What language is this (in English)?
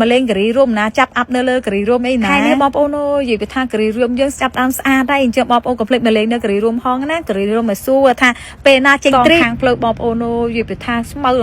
Khmer